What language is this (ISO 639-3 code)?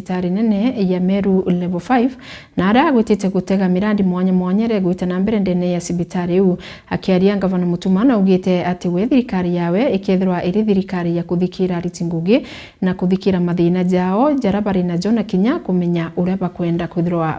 mer